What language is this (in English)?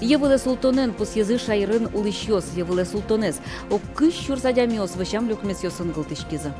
Udmurt